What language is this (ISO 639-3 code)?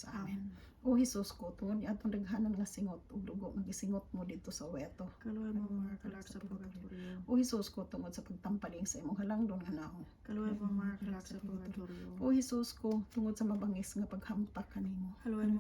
ceb